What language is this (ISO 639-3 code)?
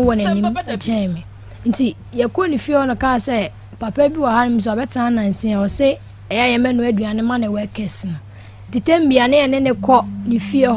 aka